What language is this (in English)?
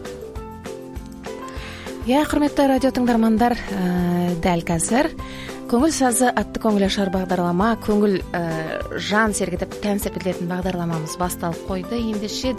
Kazakh